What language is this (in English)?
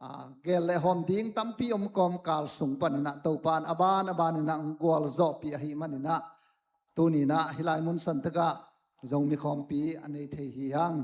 Tedim Chin